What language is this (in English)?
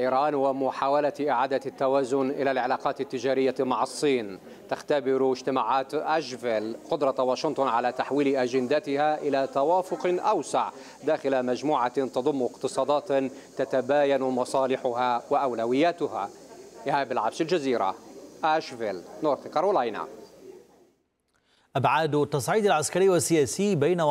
Arabic